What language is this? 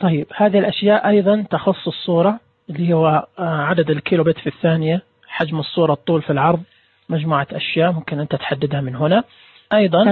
Najdi Arabic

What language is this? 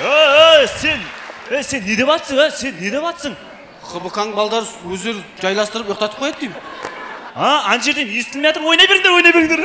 Kara-Kalpak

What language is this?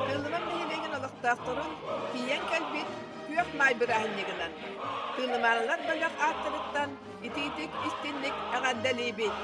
Yakut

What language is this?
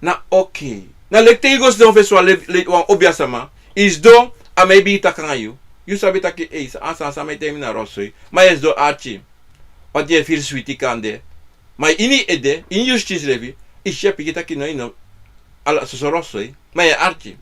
Sranan Tongo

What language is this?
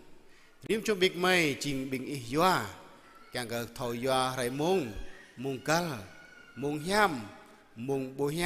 Jarai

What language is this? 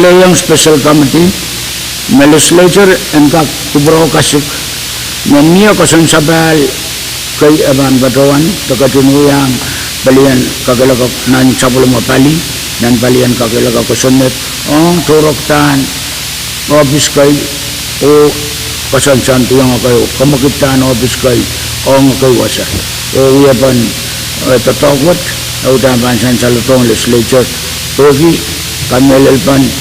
Pohnpeian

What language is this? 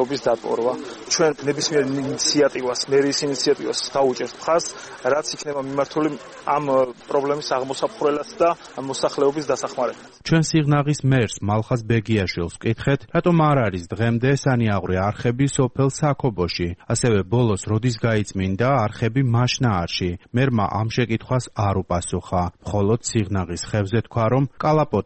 Georgian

